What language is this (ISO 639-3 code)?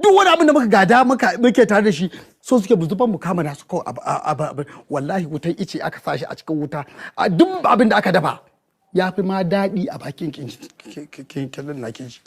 hau